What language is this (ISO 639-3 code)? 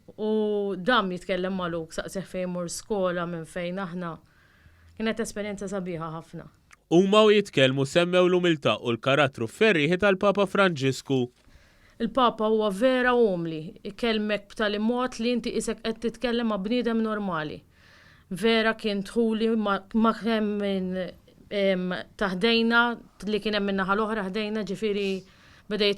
mlt